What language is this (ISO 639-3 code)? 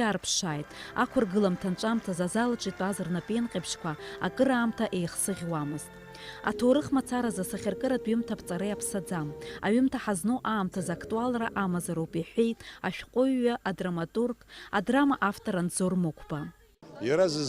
abk